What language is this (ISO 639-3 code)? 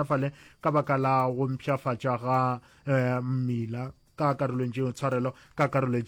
nso